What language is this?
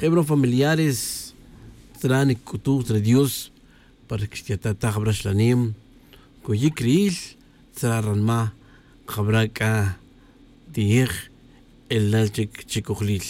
Tz'utujil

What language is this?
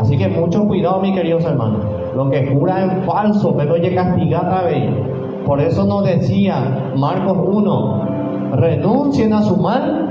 Guarani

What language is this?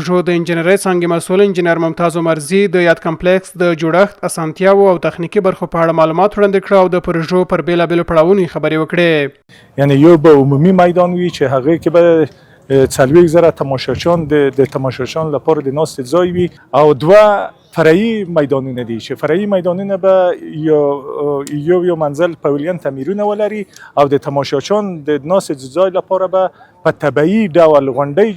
Pashto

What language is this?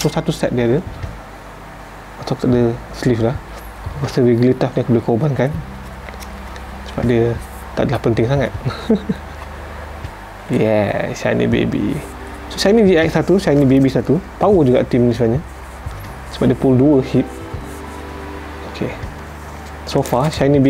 Malay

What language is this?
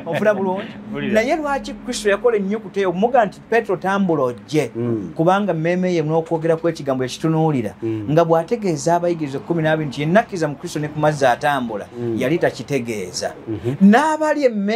Ganda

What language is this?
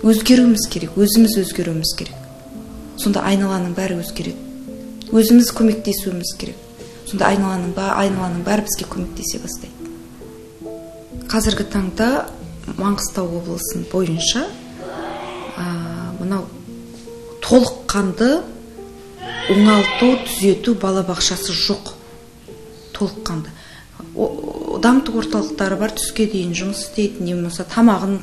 Kazakh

